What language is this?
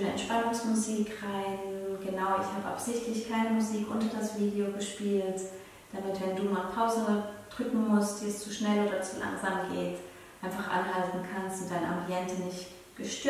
Swiss German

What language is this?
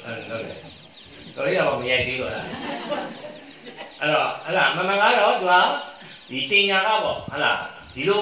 Burmese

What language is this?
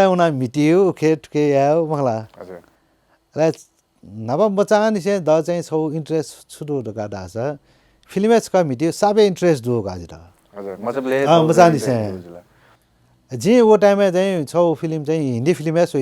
Newari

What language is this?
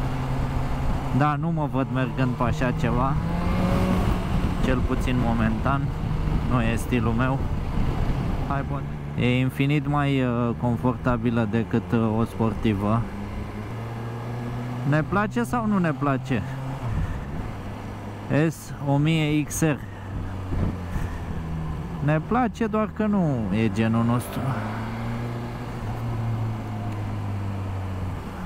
Romanian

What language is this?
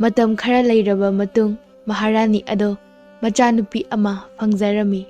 Manipuri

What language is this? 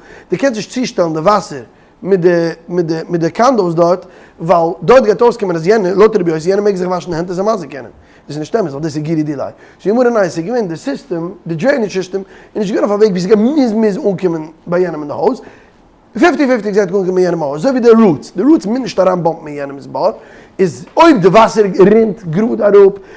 Yiddish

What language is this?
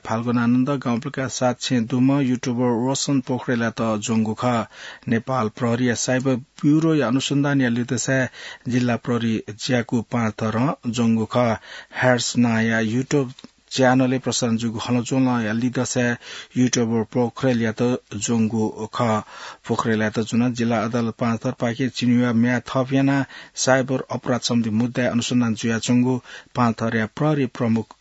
Newari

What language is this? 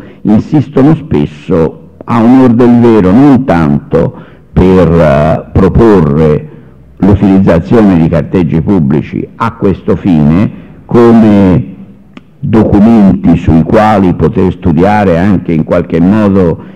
Italian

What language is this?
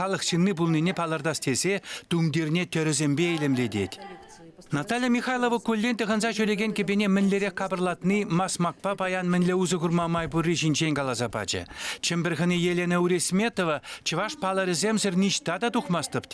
Chuvash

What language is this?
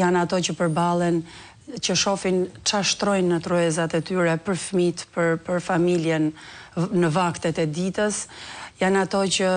Albanian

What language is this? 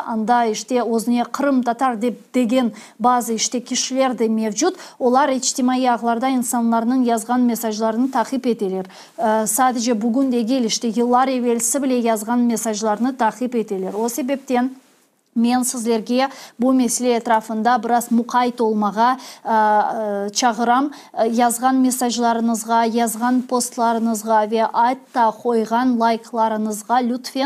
Crimean Tatar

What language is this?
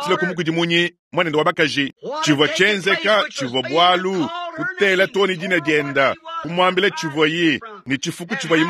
Luba-Lulua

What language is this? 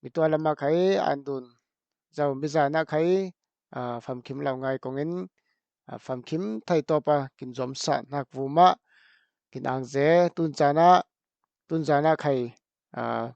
Falam Chin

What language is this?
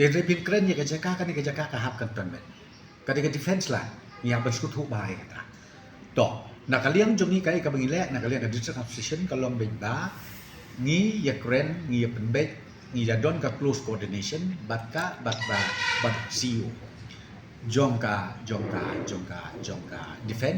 Khasi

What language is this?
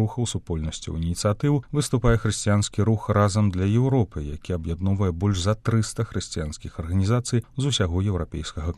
Belarusian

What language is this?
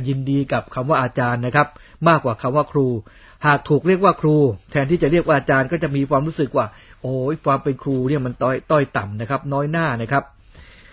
Thai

